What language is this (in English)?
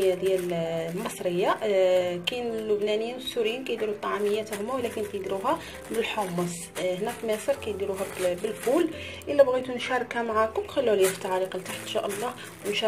Moroccan Arabic